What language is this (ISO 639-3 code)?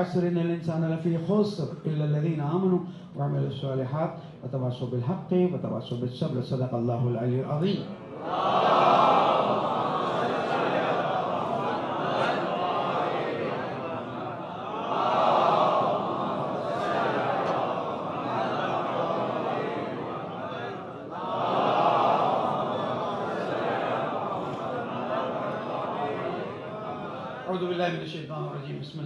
urd